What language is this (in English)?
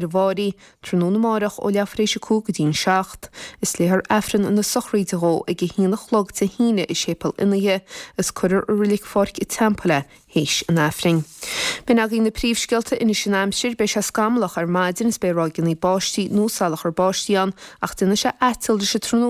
Irish